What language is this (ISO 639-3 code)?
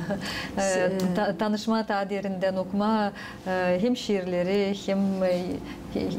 gag